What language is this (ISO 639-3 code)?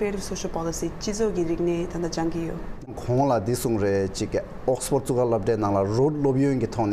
bod